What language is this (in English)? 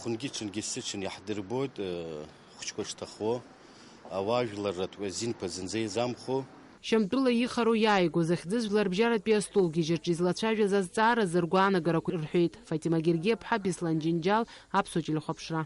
Abkhazian